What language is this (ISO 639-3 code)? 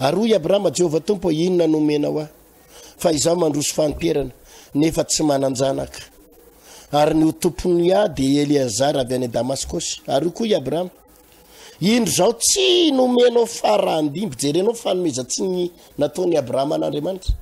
mlg